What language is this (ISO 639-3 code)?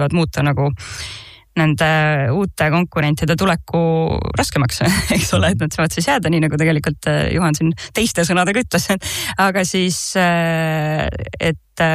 est